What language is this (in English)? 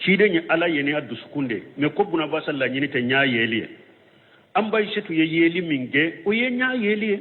Bambara